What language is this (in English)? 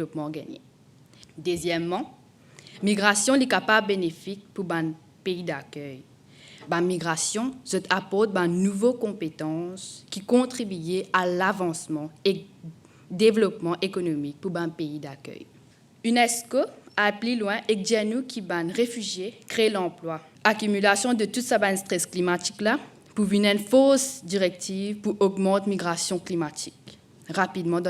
Morisyen